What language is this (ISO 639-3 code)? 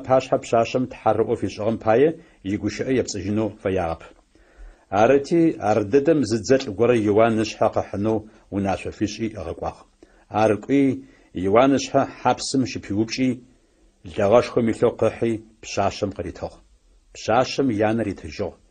ady